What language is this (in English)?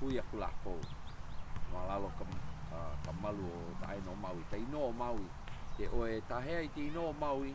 Hawaiian